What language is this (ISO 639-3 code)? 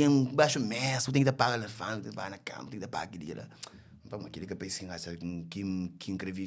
kea